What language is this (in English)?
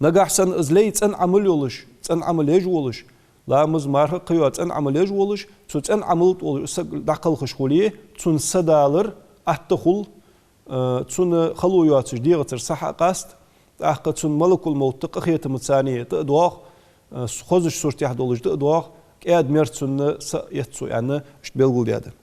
Ingush